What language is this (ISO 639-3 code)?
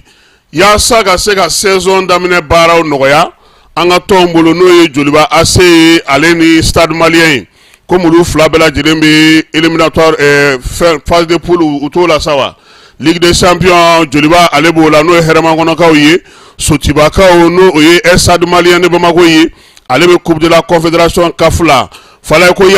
bam